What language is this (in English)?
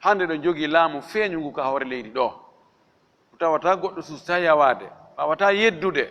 Fula